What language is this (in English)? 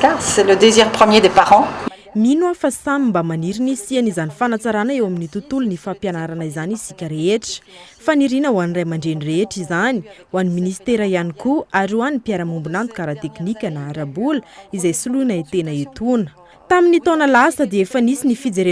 Malagasy